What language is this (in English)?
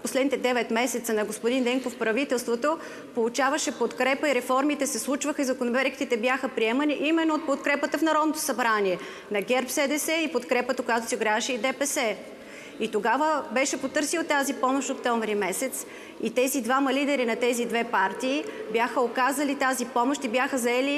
Bulgarian